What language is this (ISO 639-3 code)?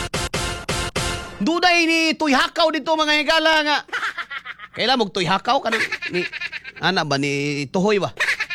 ceb